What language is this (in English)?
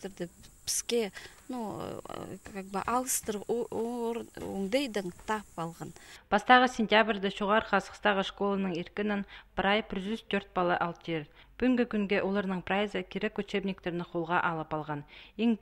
Khakas